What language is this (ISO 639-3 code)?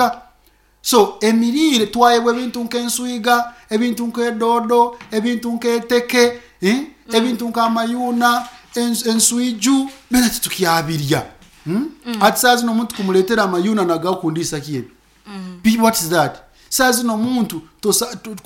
nyn